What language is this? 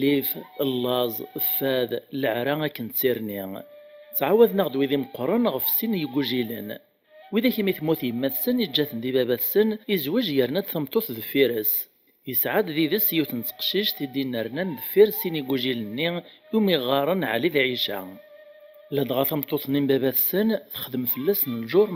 Kabyle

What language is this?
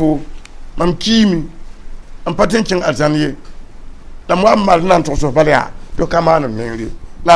Mossi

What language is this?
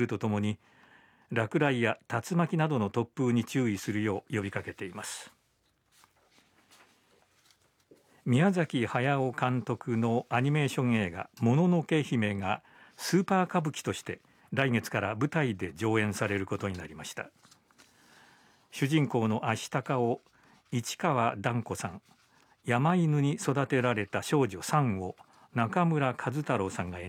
Japanese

